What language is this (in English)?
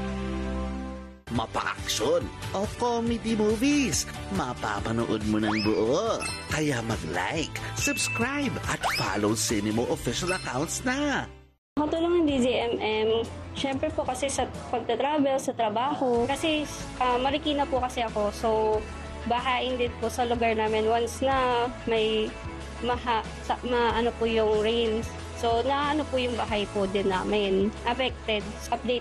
Filipino